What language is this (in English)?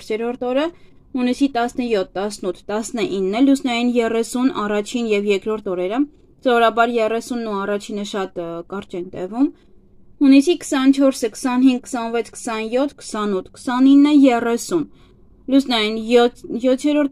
Armenian